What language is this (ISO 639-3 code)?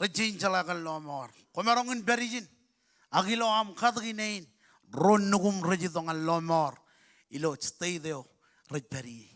mah